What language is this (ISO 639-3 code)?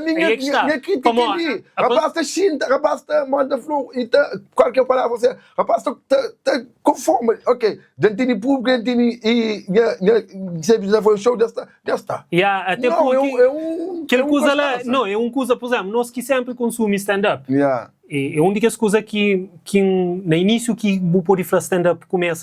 kea